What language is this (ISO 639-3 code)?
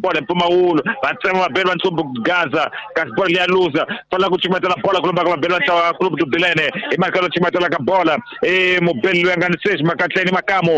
tso